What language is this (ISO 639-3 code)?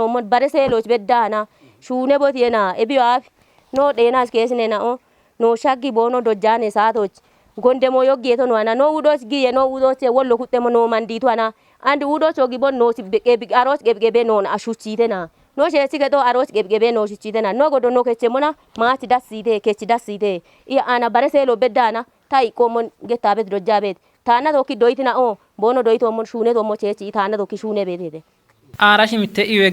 kbr